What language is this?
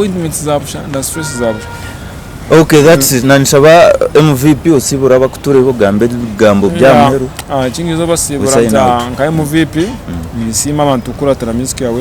Nyankole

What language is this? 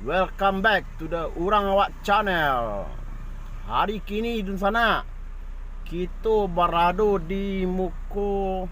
Minangkabau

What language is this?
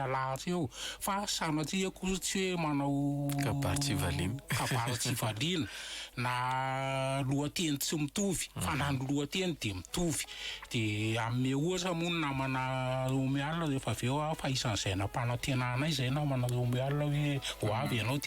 Malagasy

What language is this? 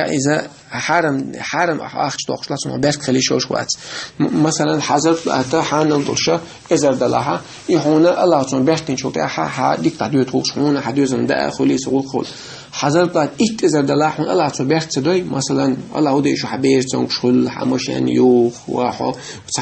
Chechen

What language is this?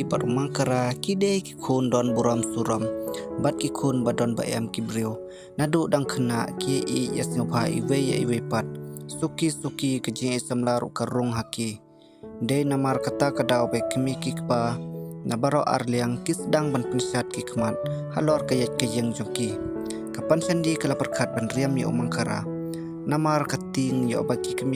Khasi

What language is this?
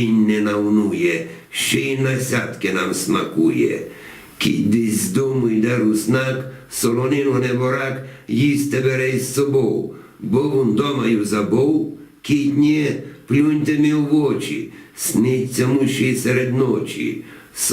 Rusyn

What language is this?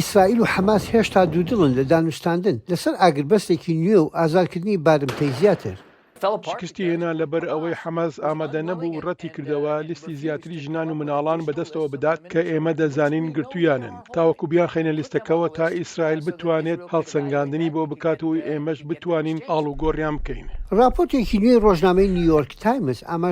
Central Kurdish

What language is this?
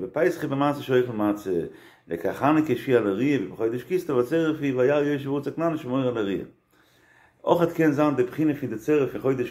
Yiddish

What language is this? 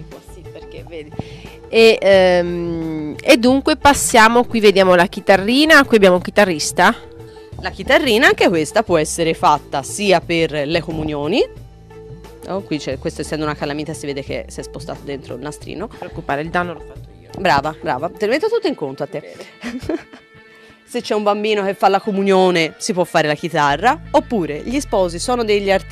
Italian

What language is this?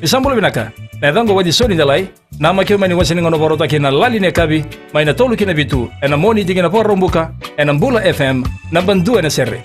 Fijian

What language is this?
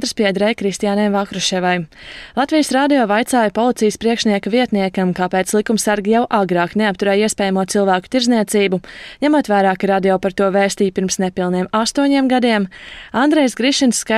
Latvian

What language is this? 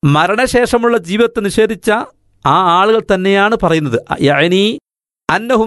Malayalam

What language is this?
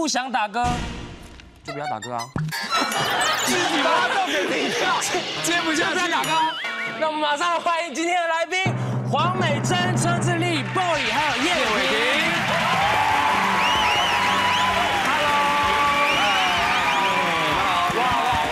Chinese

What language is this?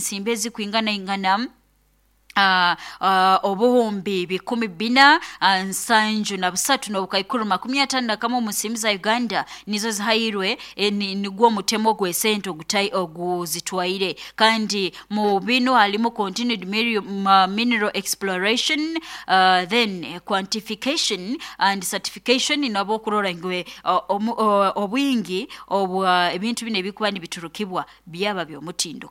Nyoro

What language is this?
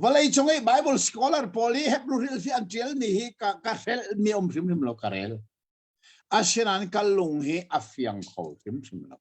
Hakha Chin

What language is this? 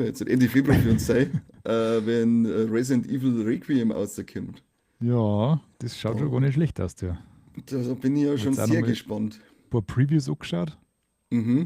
Bavarian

